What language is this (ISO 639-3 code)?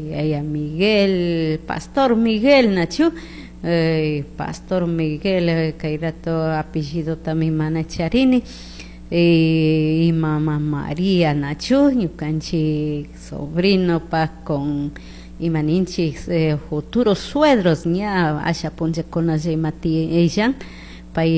qug